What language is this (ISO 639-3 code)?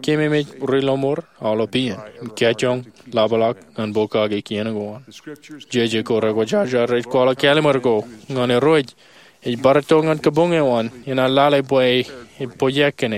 mah